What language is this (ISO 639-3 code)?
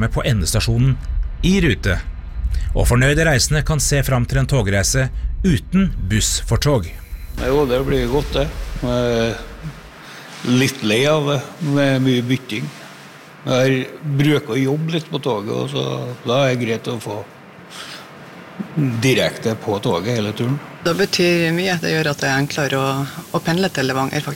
nor